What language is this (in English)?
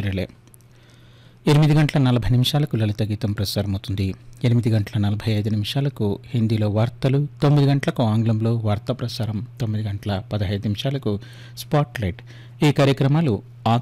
Telugu